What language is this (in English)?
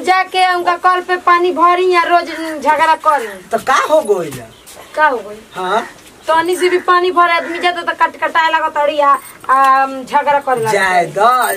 Bhojpuri